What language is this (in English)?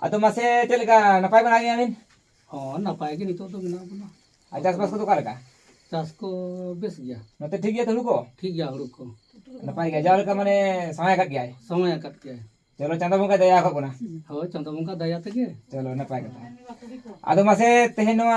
Santali